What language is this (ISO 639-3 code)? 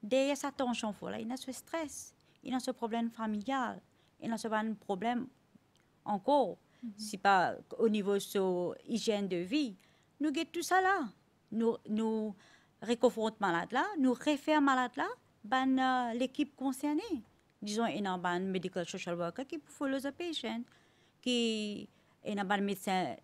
mfe